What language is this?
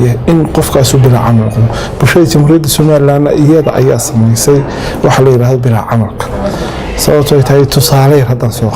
Somali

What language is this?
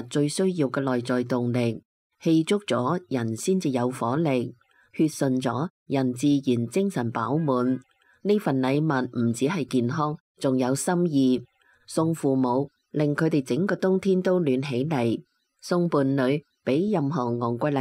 Cantonese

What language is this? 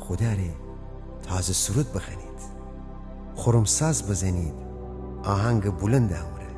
Gilaki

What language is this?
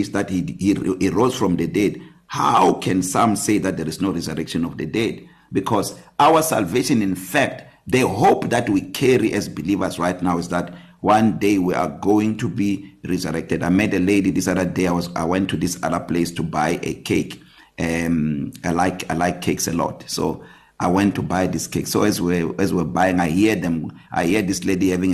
English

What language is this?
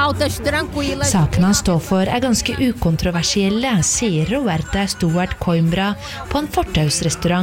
Norwegian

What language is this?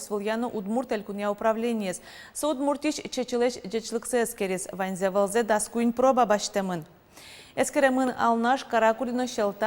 Udmurt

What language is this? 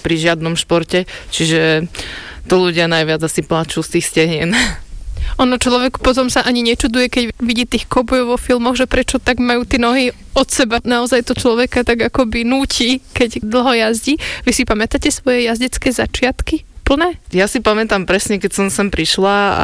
Slovak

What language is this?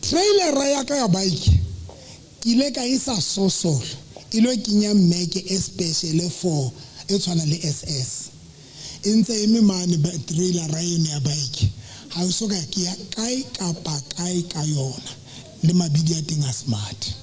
Southern Sotho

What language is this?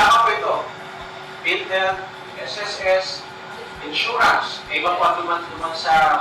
Bikol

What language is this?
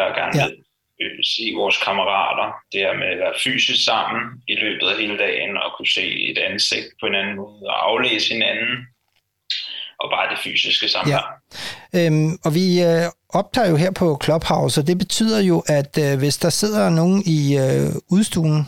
Danish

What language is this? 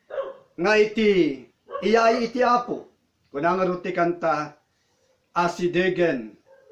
Iloko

